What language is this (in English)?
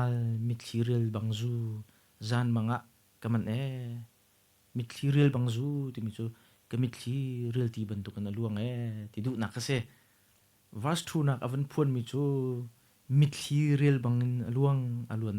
Hakha Chin